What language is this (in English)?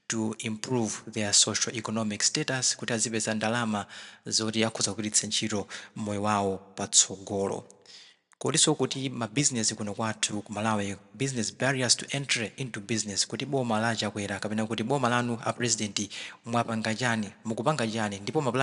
Nyanja